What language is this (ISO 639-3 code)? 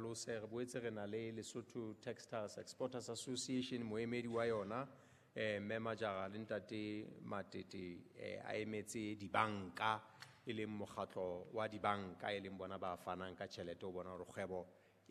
sot